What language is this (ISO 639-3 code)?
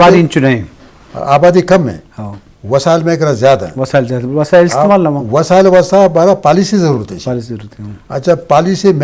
bgp